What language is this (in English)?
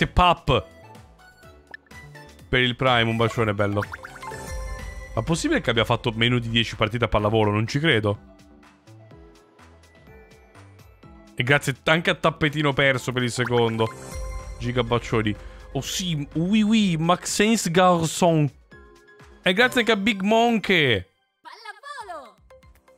Italian